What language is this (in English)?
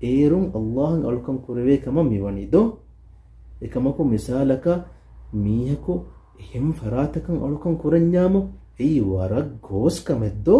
Divehi